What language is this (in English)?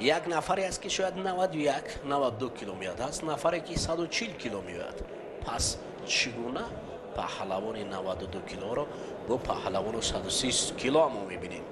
Tajik